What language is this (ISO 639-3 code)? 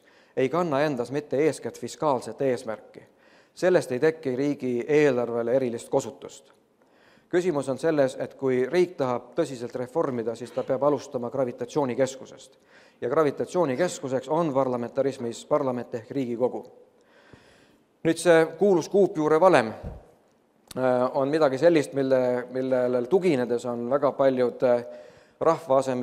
est